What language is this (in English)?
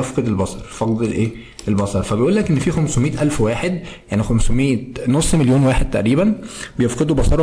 Egyptian Arabic